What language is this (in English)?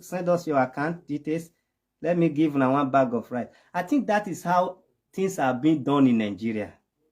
Nigerian Pidgin